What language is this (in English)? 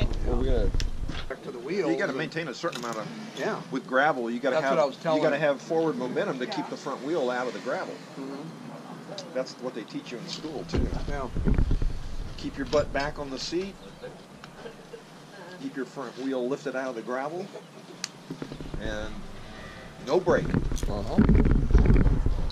English